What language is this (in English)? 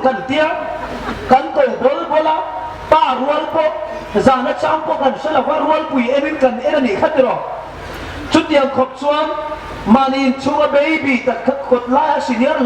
Hmar